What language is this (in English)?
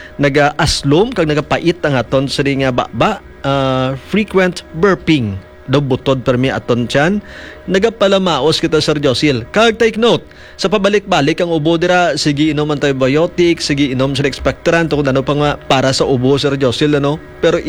Hiligaynon